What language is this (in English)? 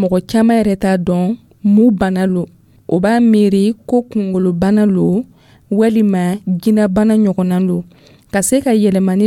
Dyula